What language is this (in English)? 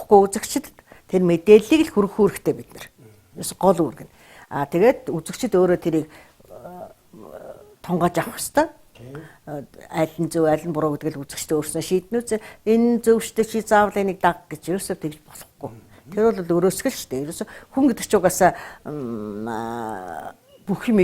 Mongolian